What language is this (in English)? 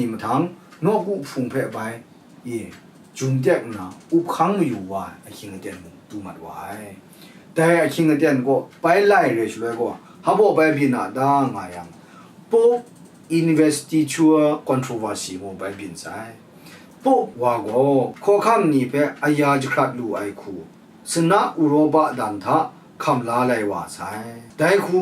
Kachin